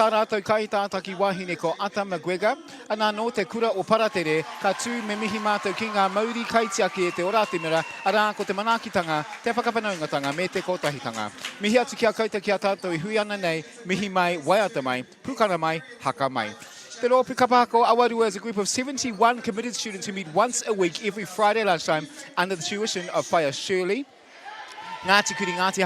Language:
Māori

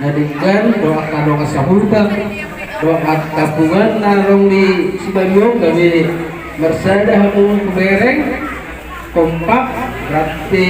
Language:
Batak Toba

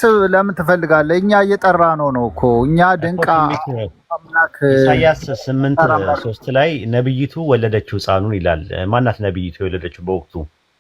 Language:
Amharic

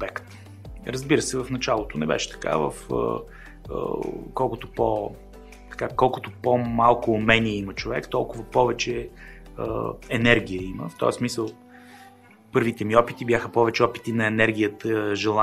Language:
Bulgarian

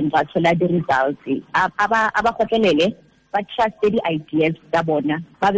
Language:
Tswana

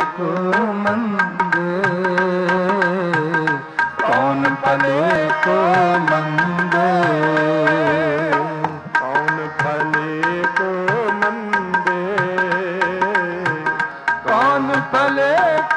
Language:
Punjabi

